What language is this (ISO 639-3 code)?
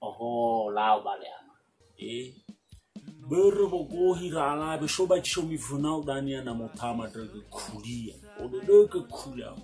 nia